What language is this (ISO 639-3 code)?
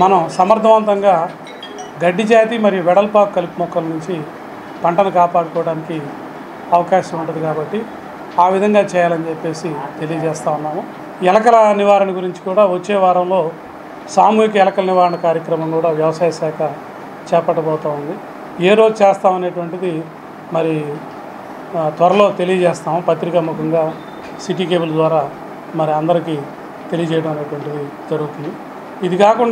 tel